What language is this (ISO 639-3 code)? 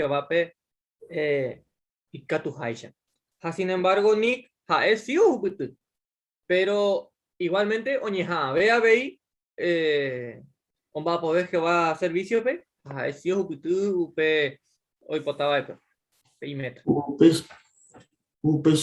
grn